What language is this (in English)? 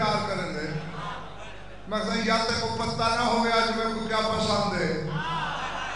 Saraiki